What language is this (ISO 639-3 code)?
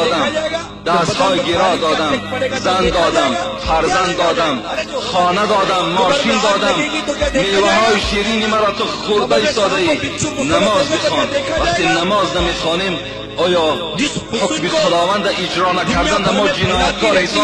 tgk